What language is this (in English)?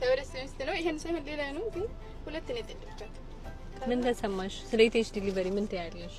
Amharic